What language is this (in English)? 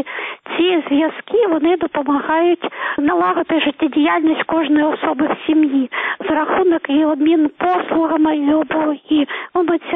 Ukrainian